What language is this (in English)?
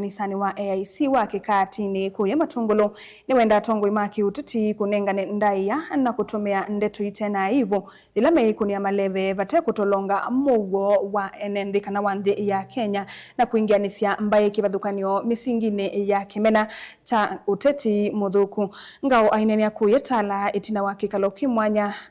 Kamba